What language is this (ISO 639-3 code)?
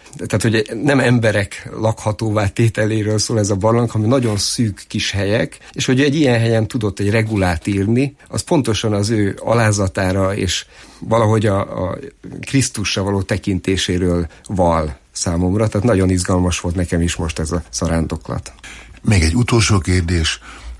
hun